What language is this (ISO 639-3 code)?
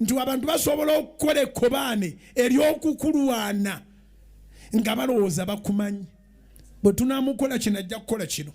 lug